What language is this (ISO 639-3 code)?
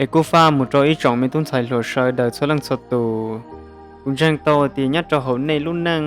hmn